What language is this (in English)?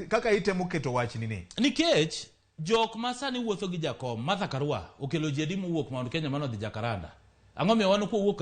Luo (Kenya and Tanzania)